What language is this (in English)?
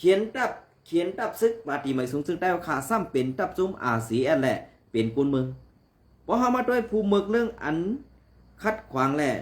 Shan